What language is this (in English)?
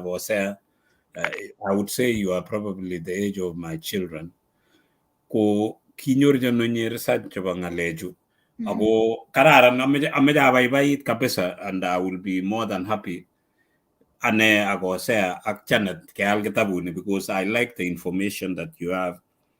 Kalenjin